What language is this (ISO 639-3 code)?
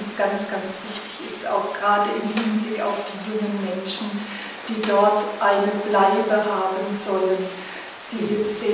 deu